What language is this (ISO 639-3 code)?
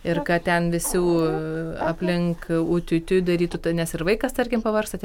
lit